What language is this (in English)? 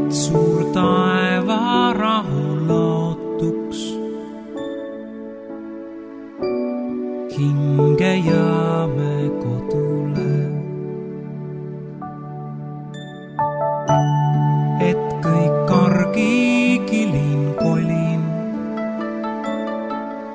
Estonian